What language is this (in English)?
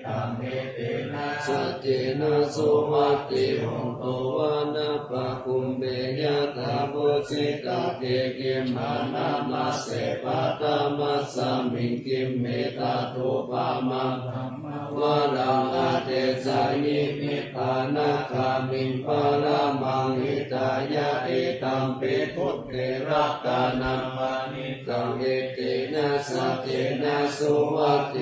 Pali